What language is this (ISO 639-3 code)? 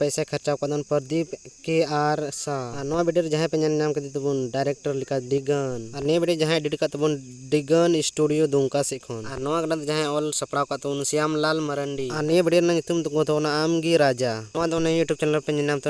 sat